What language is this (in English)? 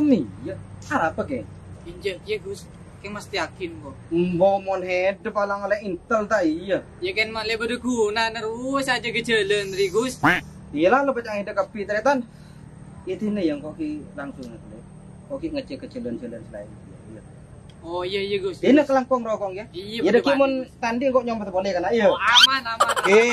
Madurese